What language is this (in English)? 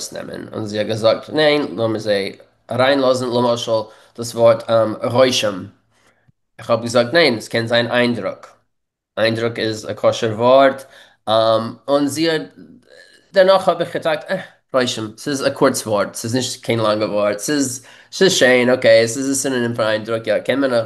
Yiddish